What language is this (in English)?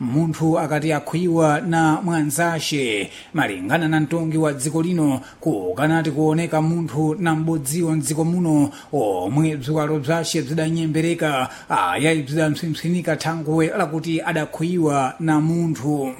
Sena